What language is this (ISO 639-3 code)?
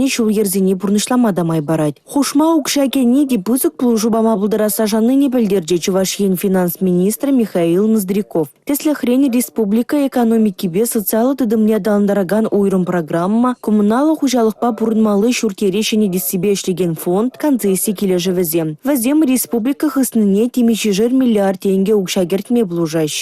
chv